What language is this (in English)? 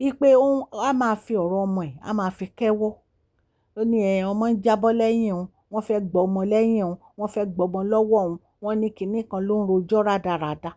Yoruba